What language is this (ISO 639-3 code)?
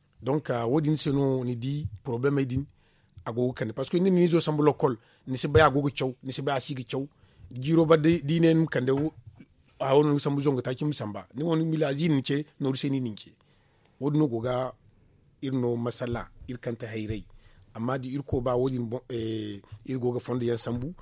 dje